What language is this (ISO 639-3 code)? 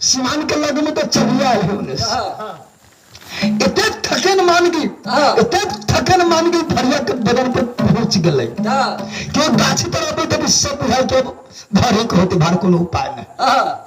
mai